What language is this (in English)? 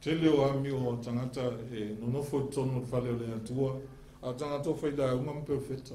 Samoan